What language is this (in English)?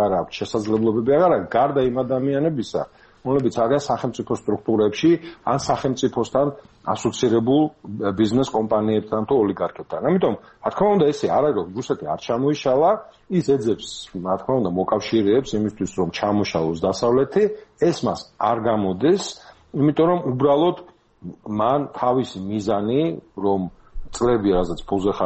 Georgian